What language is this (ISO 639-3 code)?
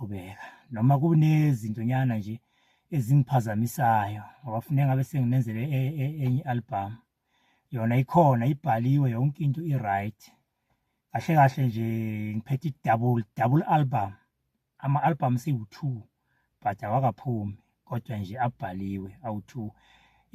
zul